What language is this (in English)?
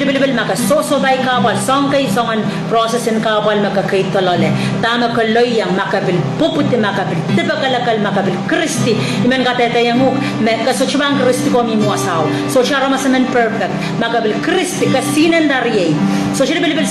Pohnpeian